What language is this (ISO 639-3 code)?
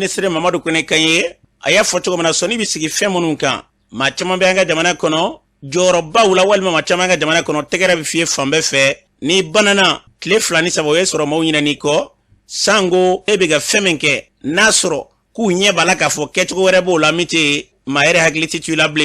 bam